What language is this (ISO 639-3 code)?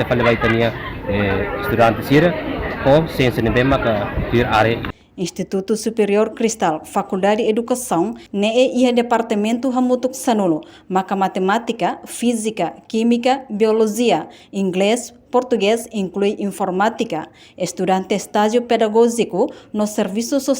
tet